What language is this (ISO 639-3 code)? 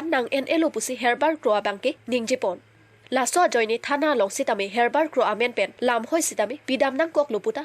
mjw